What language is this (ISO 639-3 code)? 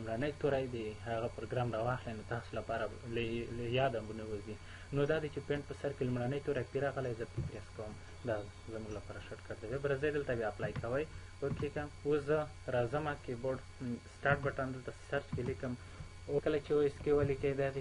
pus